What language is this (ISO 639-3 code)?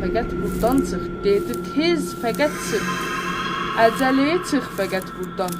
azb